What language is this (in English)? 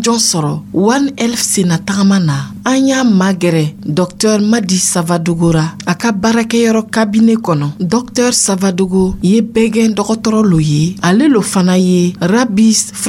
Dyula